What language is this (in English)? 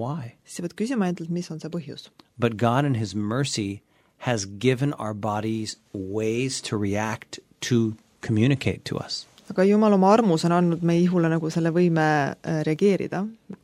Estonian